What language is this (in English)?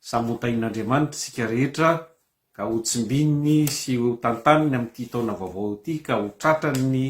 Malagasy